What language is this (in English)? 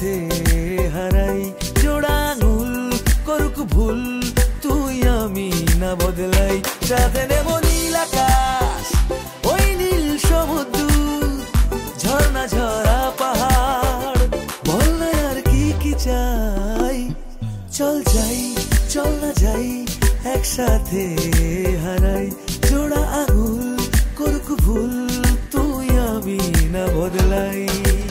Bangla